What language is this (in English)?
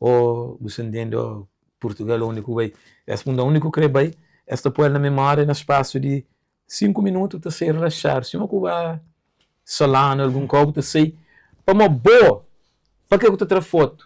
Kabuverdianu